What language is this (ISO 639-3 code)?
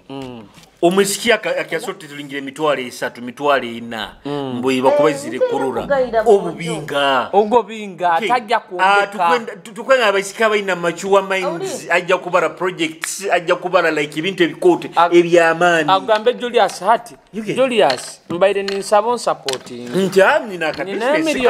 nyo